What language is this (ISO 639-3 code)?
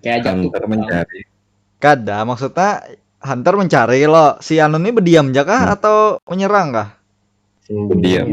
bjn